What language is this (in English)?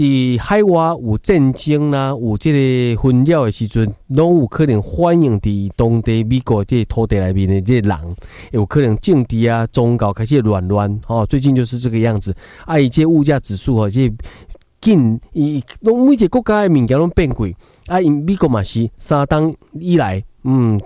Min Nan Chinese